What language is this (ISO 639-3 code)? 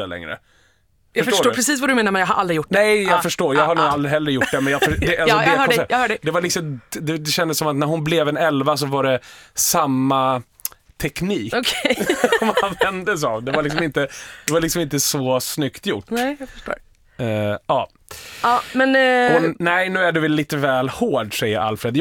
swe